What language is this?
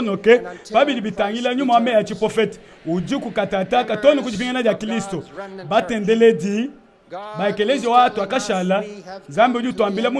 Luba-Lulua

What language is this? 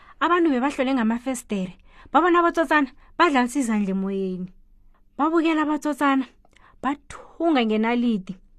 South Ndebele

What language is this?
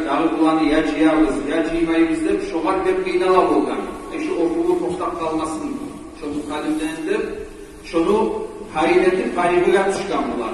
Kumyk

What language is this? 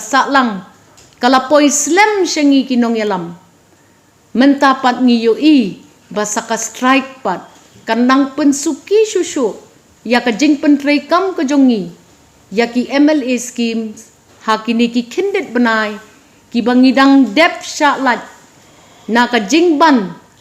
Khasi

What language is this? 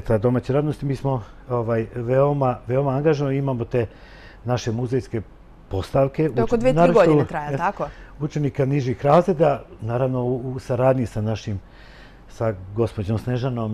Serbian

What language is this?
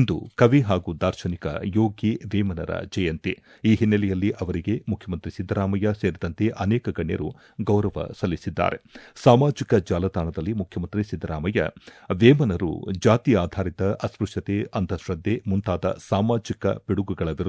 Kannada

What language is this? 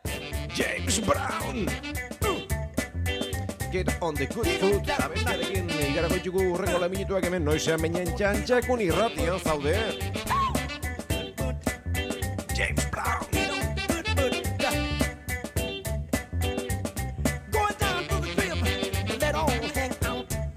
Basque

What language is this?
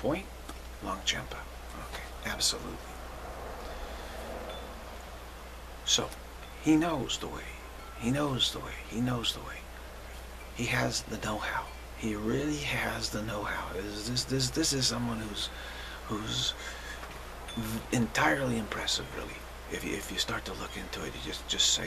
English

